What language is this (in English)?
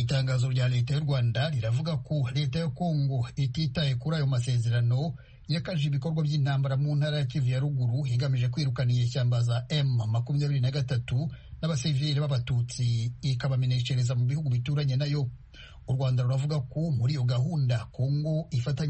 Kinyarwanda